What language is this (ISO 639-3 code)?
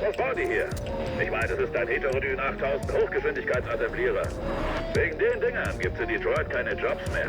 bar